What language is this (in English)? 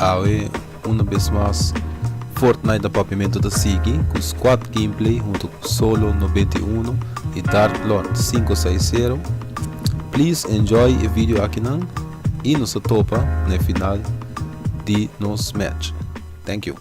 Papiamento